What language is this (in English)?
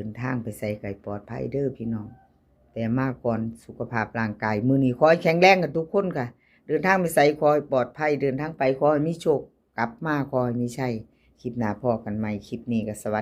Northeastern Thai